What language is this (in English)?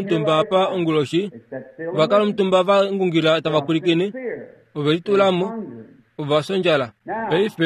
Kuanyama